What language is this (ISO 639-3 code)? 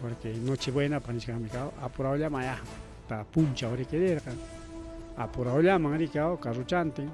quy